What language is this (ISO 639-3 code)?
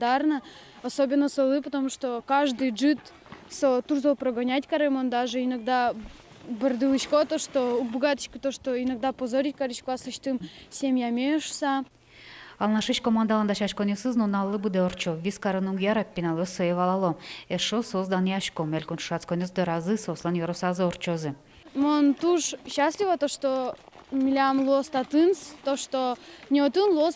udm